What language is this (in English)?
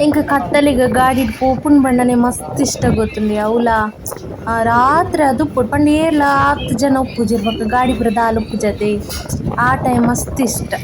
Tulu